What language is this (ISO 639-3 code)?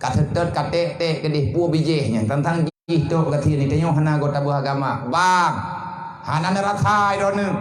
ace